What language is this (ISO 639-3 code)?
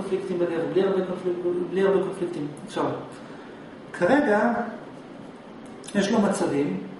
heb